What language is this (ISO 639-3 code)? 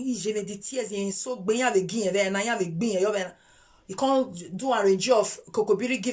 pcm